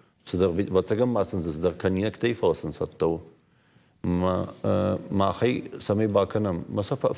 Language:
Ossetic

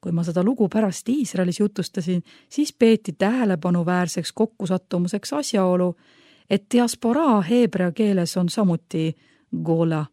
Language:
Estonian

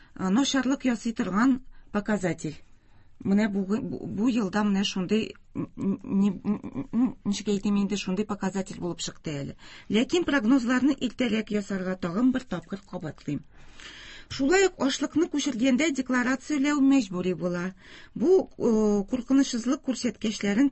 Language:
Tatar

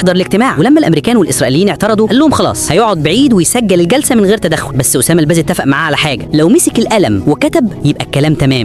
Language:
Egyptian Arabic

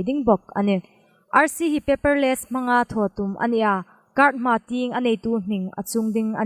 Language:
Hmar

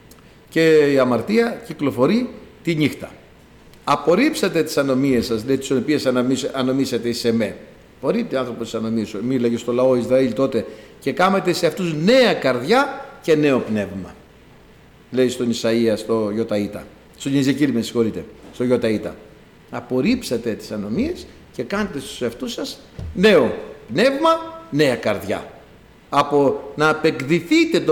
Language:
Greek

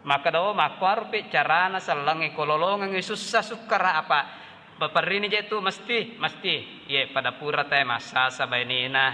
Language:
Buginese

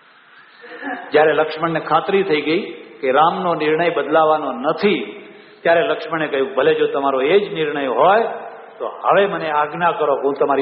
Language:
Gujarati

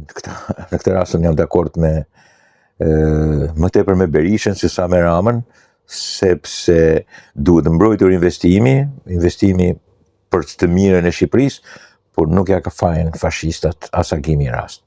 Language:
Albanian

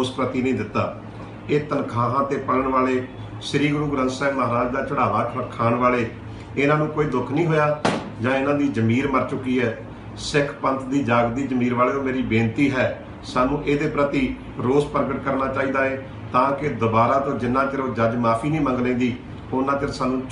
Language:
Punjabi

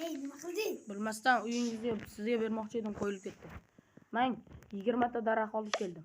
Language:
Uzbek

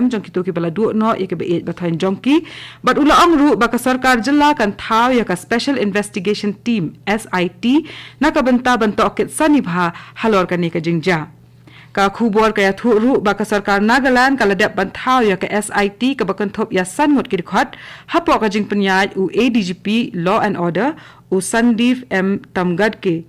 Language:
Khasi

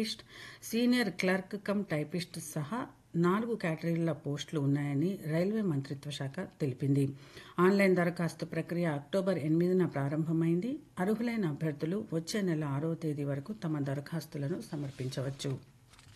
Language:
Telugu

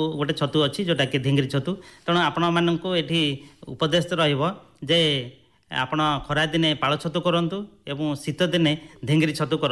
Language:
Odia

